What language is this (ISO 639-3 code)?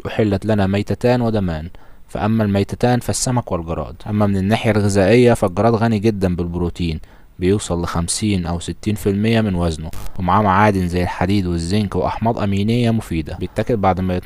arz